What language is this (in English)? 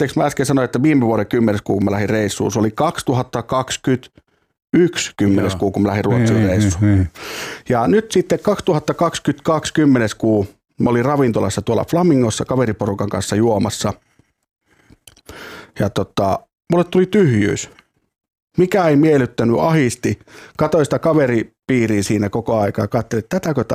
Finnish